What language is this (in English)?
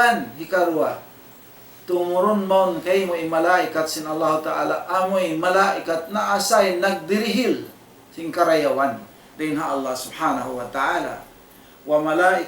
Tausug